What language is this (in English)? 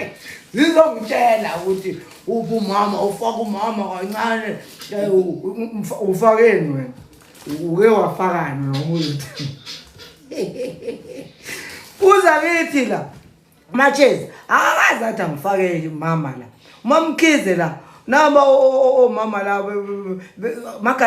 Zulu